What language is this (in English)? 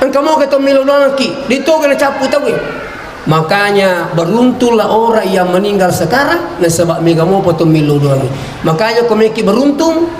Buginese